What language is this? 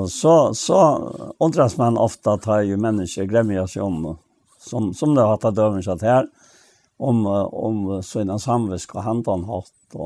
Faroese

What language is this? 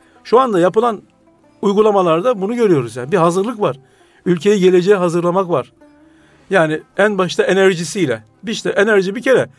Turkish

